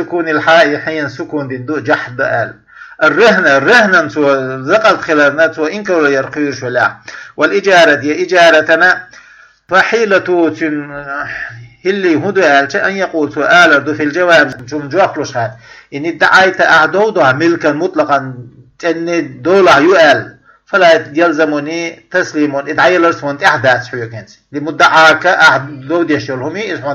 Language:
Chechen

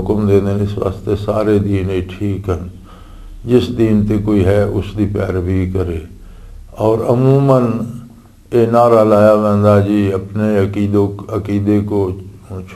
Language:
Western Panjabi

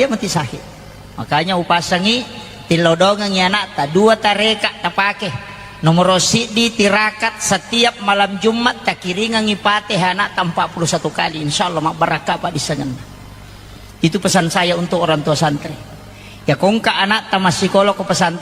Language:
Buginese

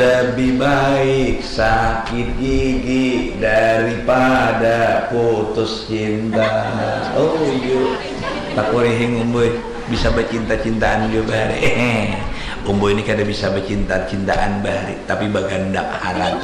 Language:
Banjar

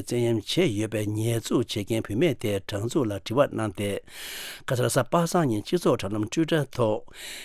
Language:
Tibetan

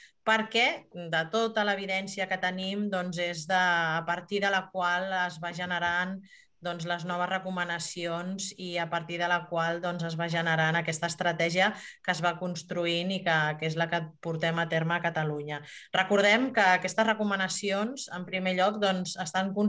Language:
Catalan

